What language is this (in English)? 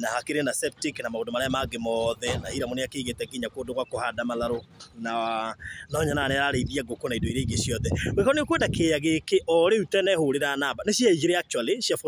Kikuyu